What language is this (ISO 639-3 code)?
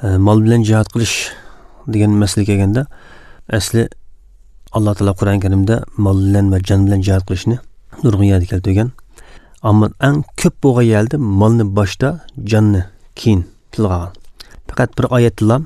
uig